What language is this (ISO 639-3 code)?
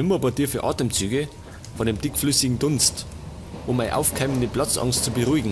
bar